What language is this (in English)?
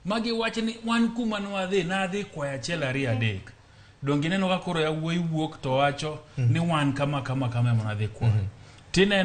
Luo (Kenya and Tanzania)